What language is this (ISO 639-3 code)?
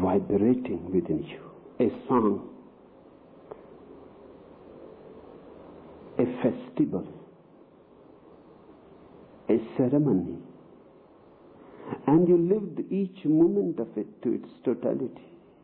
eng